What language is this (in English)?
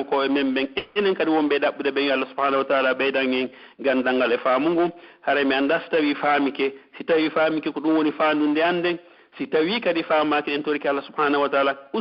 Pular